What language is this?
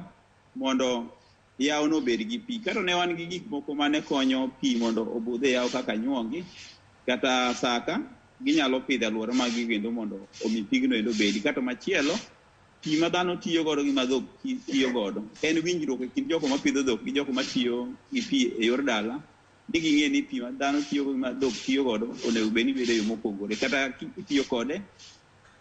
Luo (Kenya and Tanzania)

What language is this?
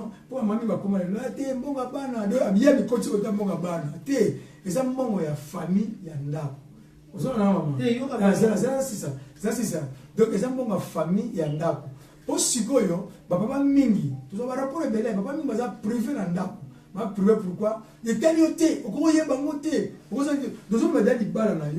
Lingala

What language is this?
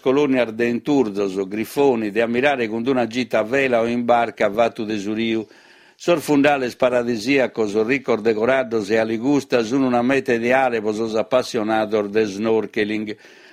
Sardinian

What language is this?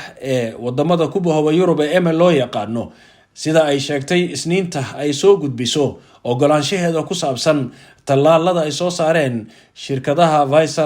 Somali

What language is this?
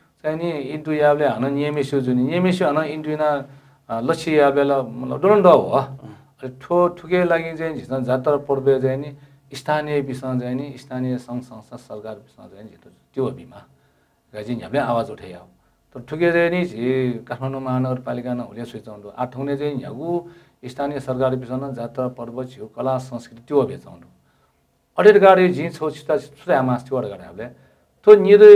Newari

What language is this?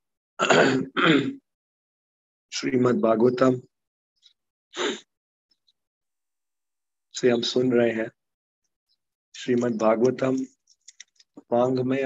Hindi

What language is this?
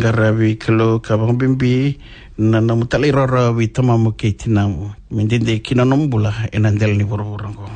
Fijian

